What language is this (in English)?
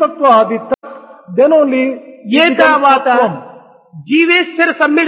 Telugu